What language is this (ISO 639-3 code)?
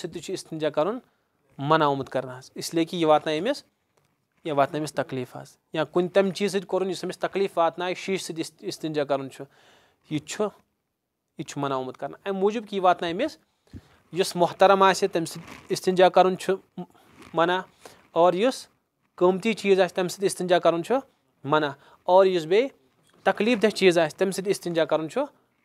kas